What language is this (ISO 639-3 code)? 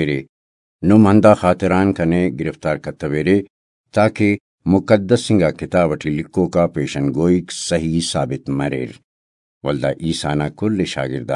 brh